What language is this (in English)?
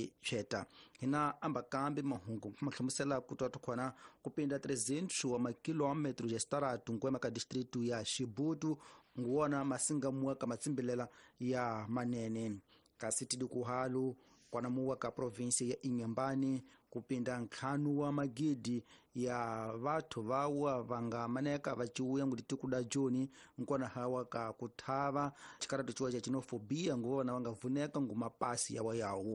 Tsonga